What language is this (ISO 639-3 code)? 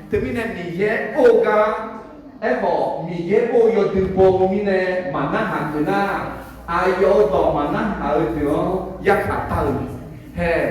ahk